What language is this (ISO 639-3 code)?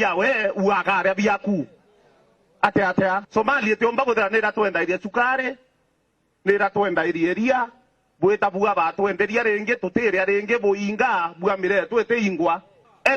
mer